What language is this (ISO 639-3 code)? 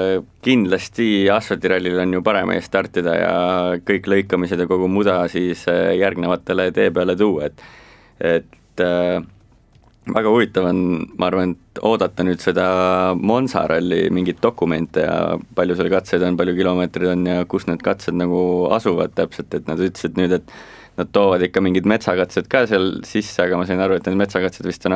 est